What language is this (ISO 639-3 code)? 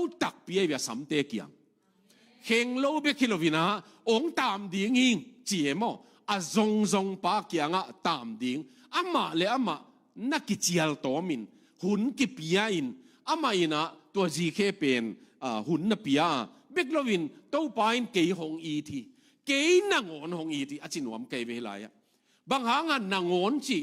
ctd